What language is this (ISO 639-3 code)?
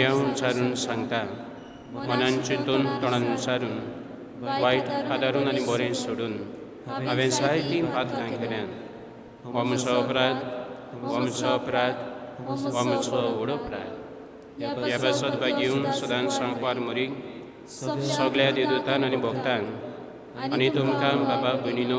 kok